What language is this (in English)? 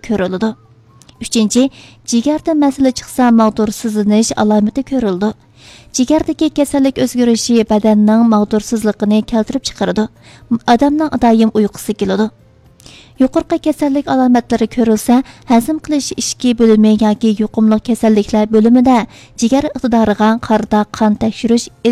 Uyghur